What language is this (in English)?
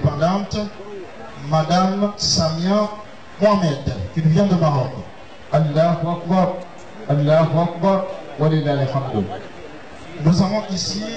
French